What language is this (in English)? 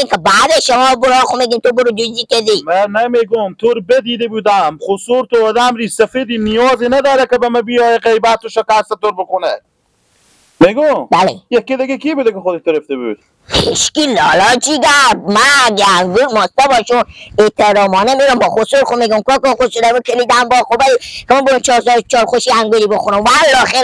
Persian